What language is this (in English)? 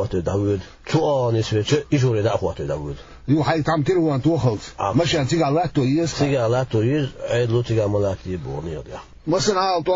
Chechen